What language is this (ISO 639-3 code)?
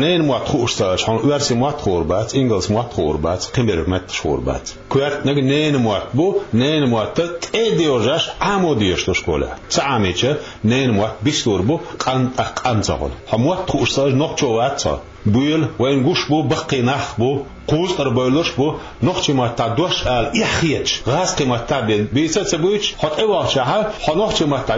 che